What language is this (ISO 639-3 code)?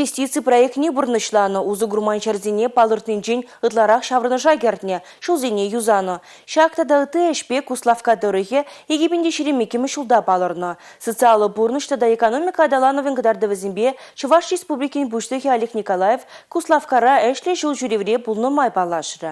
chv